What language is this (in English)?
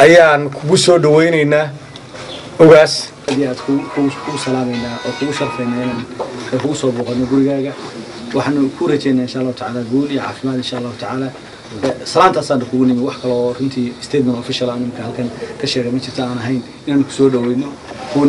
Somali